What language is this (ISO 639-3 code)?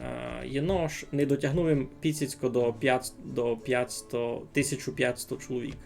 rue